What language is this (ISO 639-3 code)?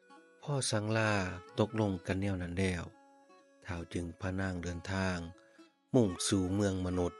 lao